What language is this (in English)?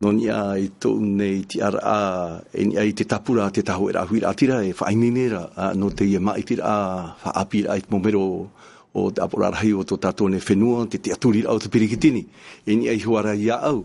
Tahitian